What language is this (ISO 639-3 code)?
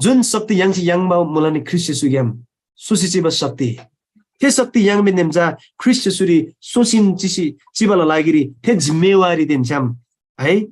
taj